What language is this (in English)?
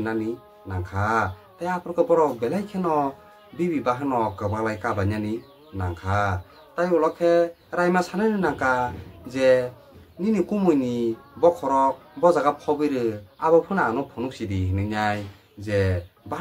Kok Borok